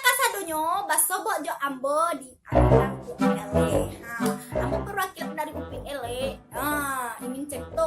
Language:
Minangkabau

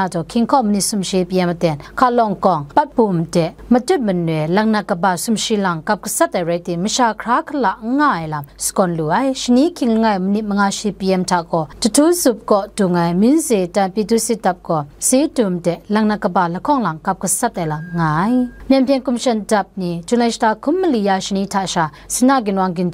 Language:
Kachin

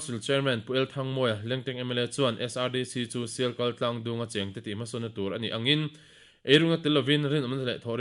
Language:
Mizo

